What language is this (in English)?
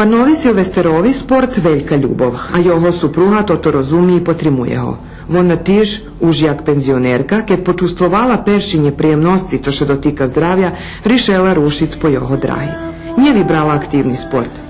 Rusyn